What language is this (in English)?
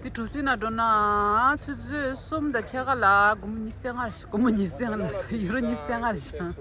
Tibetan